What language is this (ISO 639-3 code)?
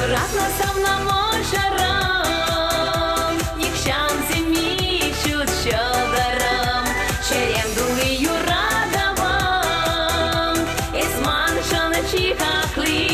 chv